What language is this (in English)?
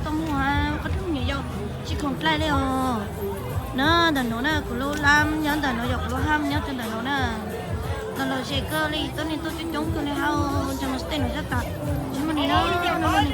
Hmong